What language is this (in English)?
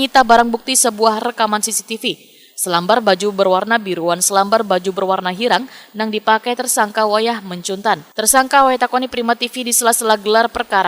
Banjar